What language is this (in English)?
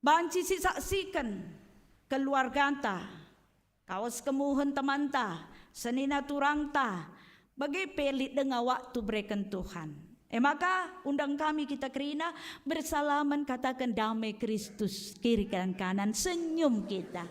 Batak Karo